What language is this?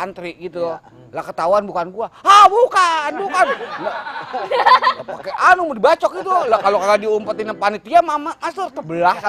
Betawi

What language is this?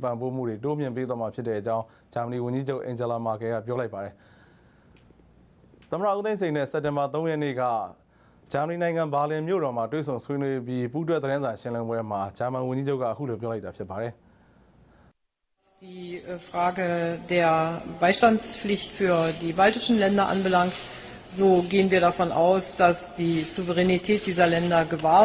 Burmese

